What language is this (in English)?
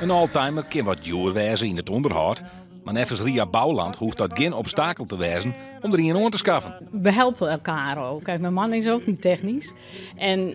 Western Frisian